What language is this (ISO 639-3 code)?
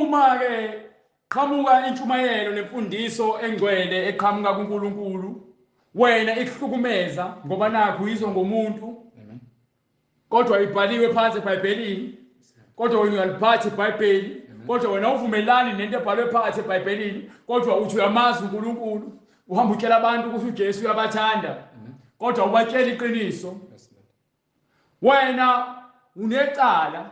zul